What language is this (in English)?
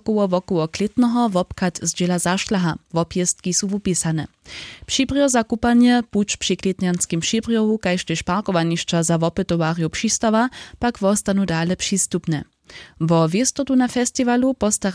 Upper Sorbian